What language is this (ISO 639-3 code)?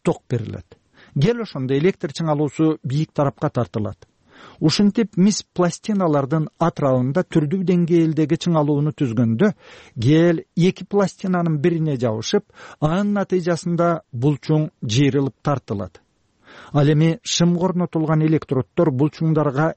kir